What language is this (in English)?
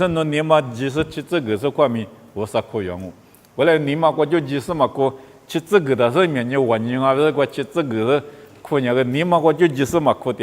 Lisu